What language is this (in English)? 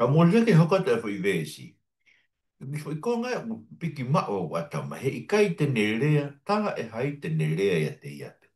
Tongan